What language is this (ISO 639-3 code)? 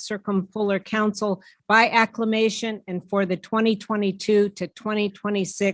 iku